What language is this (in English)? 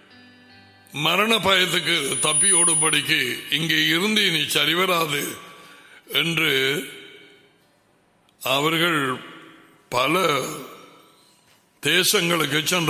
Tamil